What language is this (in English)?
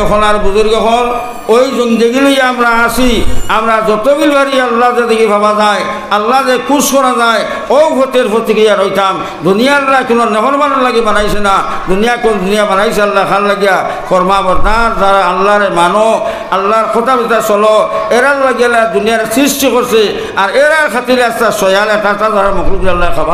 Sylheti